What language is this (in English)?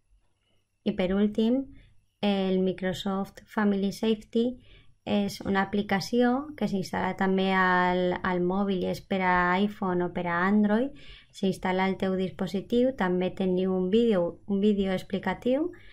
Catalan